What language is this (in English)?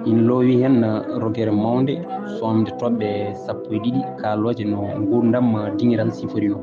Fula